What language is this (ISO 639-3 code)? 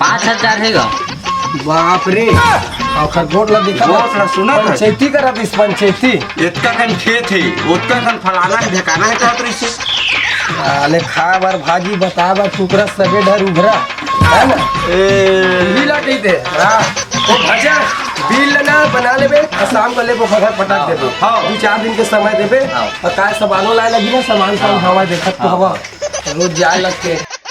hne